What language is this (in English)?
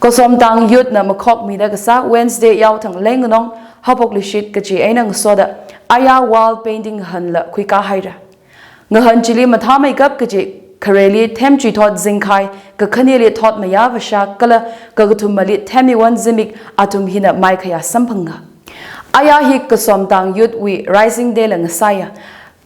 Tangkhul Naga (India)